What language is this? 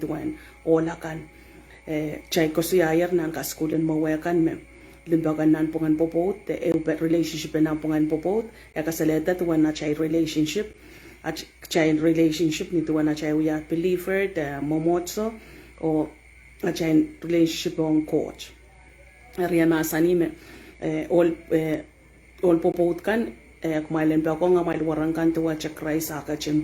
Pohnpeian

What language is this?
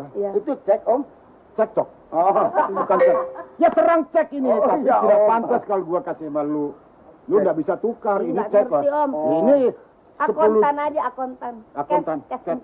Betawi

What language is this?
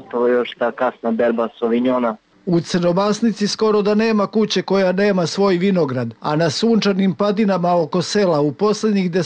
Serbian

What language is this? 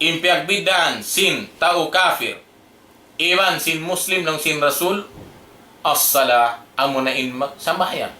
Tausug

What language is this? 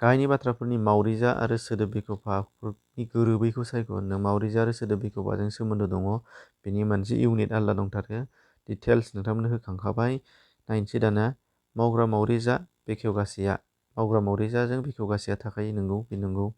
Bodo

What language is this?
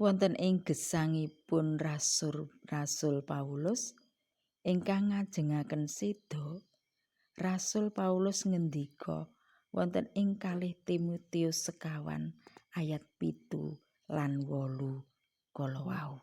Javanese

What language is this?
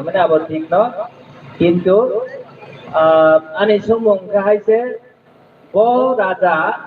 Kok Borok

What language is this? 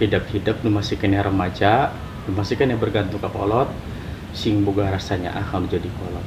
Sundanese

